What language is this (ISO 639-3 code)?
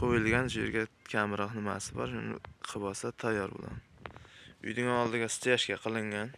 uzb